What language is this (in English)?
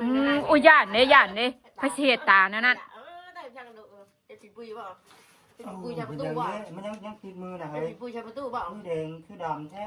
Northeastern Thai